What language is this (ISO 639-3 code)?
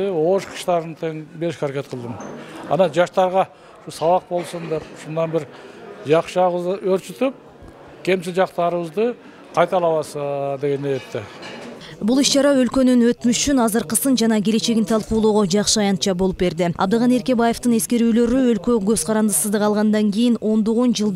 kir